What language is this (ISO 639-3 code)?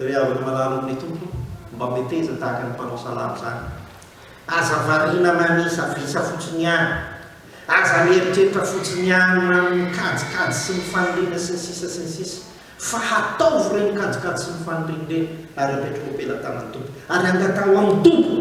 mlg